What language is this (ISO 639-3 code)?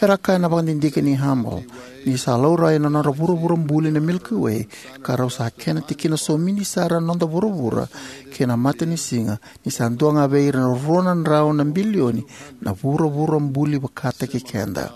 fij